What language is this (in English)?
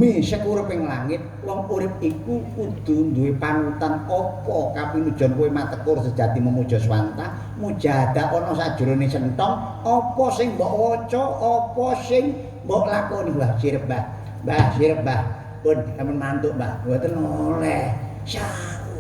Javanese